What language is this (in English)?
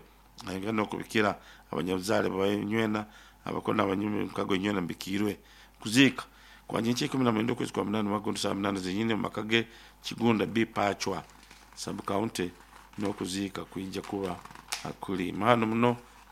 Nyoro